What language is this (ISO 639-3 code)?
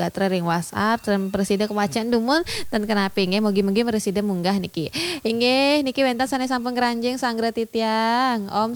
ban